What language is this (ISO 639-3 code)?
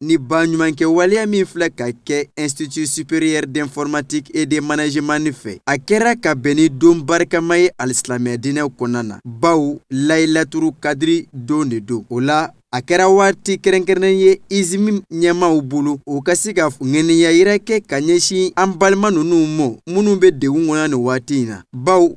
bam